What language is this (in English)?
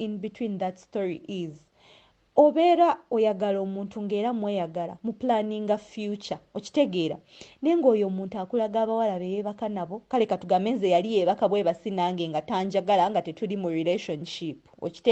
Ganda